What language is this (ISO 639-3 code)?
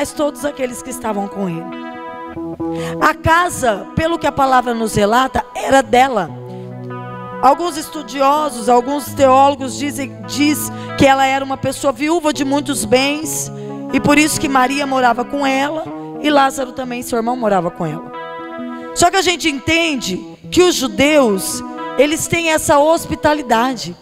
por